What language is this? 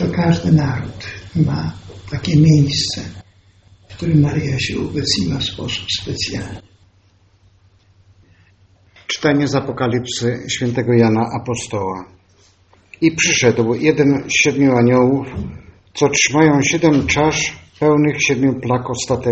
Polish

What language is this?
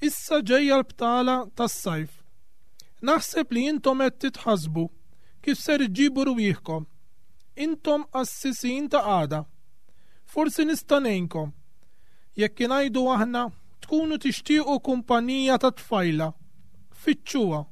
Maltese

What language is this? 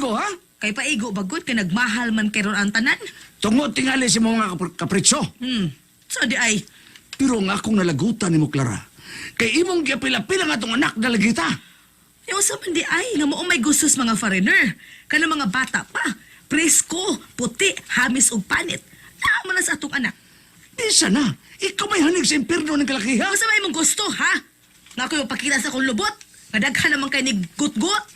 Cebuano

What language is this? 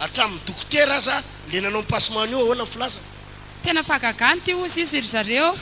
Malagasy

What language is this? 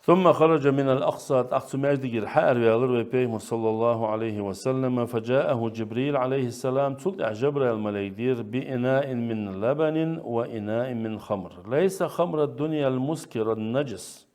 Ingush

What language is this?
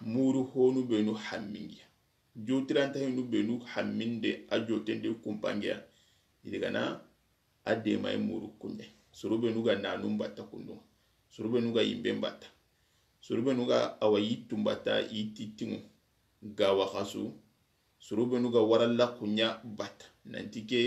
Soninke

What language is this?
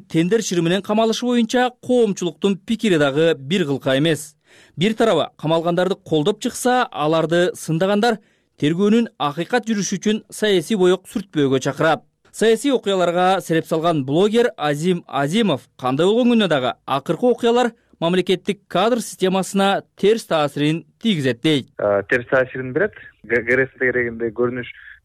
Kyrgyz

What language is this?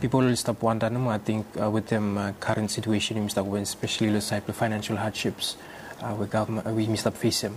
Bislama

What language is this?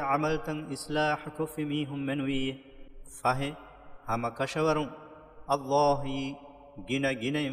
Divehi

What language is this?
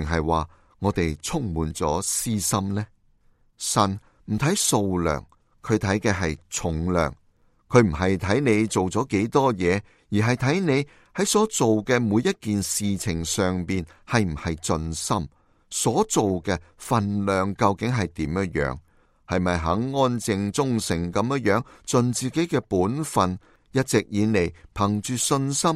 Cantonese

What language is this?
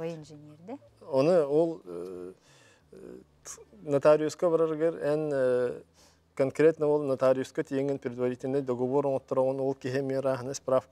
Yakut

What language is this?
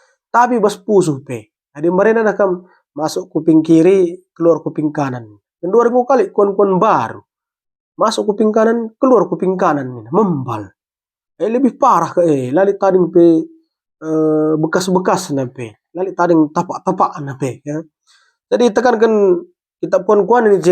Batak Karo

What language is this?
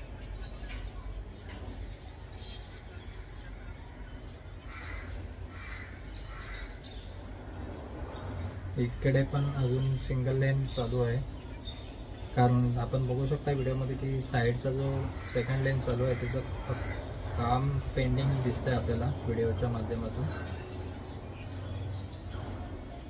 Marathi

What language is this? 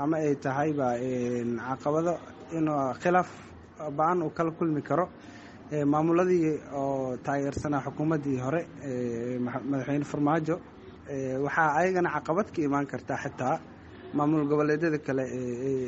Somali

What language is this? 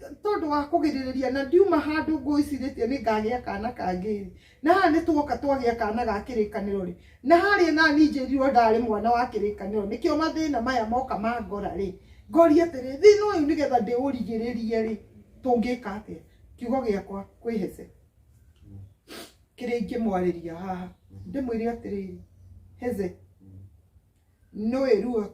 Kikuyu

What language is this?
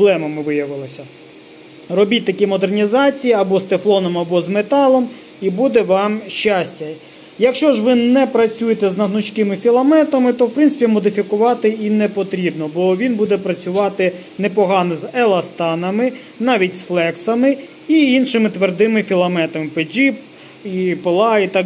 Ukrainian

